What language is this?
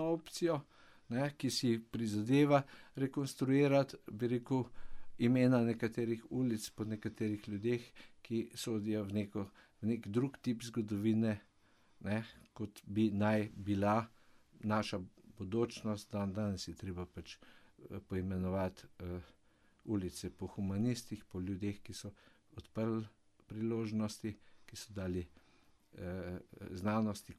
Slovenian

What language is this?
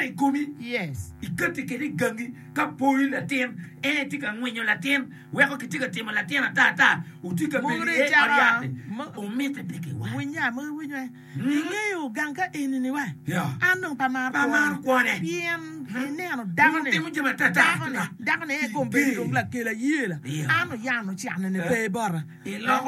Acoli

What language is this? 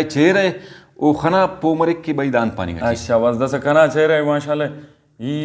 Brahui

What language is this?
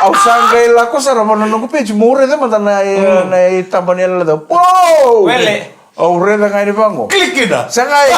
Fijian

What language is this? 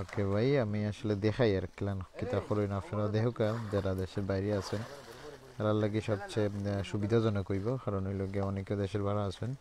Sylheti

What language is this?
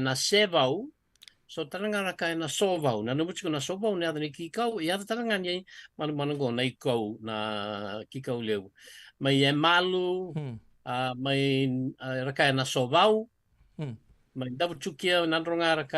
Fijian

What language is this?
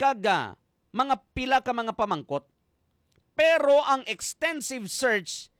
Hiligaynon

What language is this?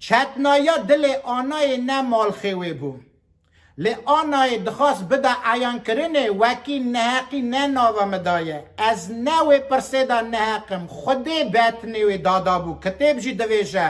Kurdish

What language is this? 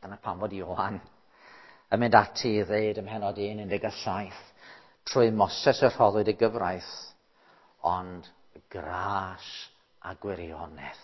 Welsh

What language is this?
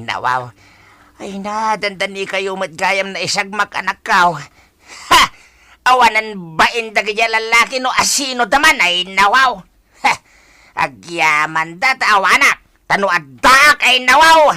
Iloko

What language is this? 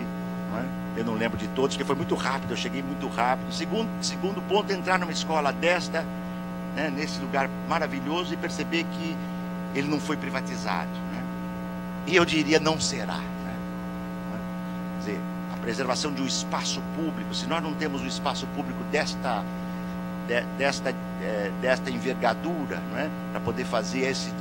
Portuguese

